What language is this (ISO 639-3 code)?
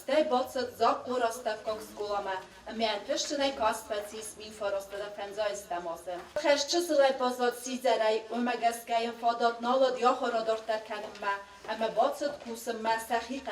oss